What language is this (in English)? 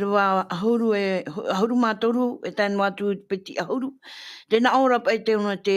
Tahitian